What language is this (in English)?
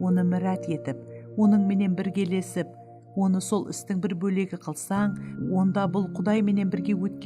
Kara-Kalpak